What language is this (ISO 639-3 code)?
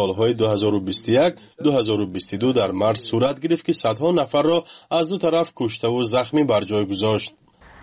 fas